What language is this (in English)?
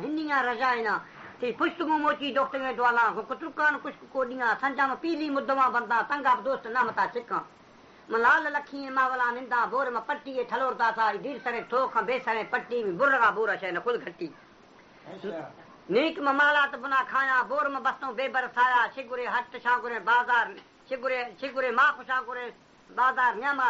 Baluchi